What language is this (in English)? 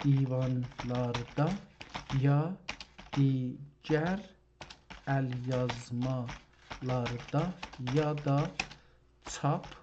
South Azerbaijani